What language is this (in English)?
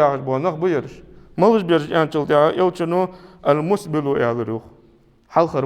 Ingush